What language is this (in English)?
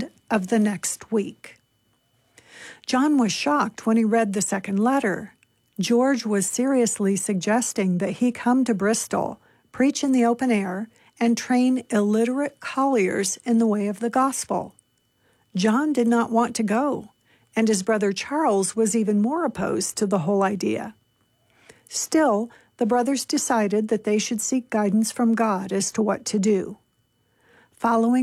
English